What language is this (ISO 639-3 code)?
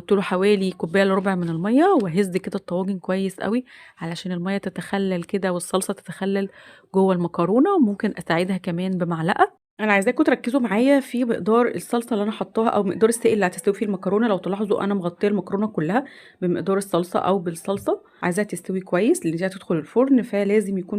arz